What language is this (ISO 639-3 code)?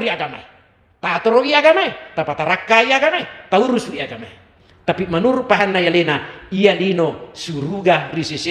bug